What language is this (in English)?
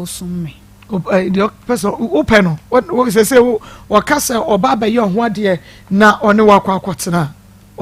Akan